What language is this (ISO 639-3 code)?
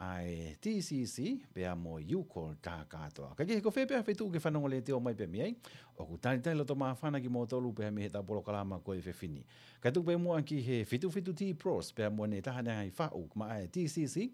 ton